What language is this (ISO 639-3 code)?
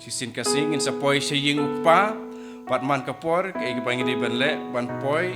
kha